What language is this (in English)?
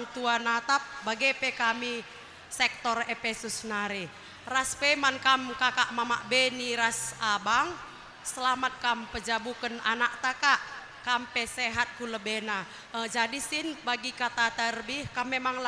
Batak Karo